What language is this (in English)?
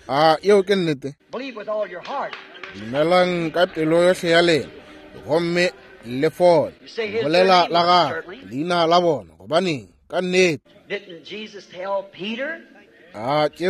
Northern Sotho